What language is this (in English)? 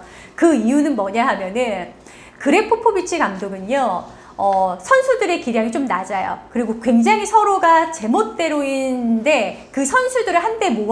Korean